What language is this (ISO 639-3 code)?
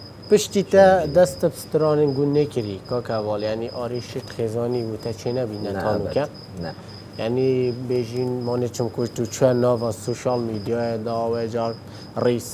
kur